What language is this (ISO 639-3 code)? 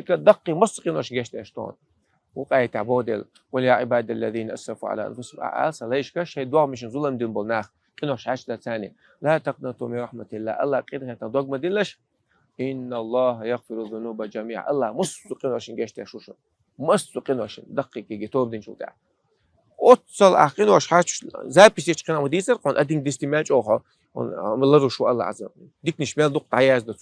che